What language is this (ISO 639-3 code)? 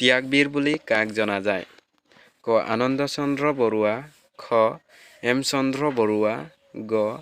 asm